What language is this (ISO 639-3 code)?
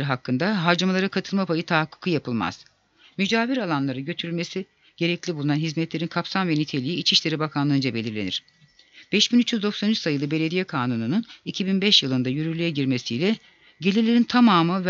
tur